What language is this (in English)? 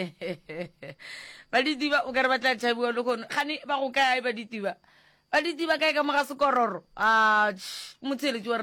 Northern Sotho